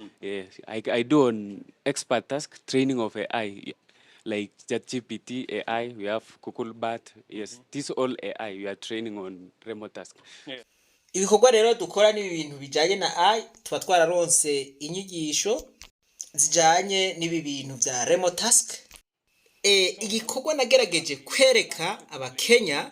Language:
Rundi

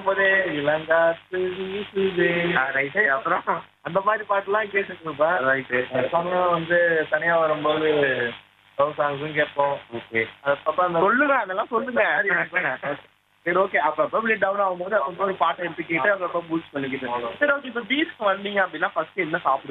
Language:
Tamil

